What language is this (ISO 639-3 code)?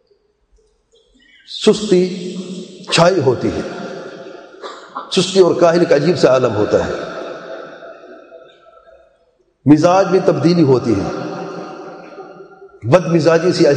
urd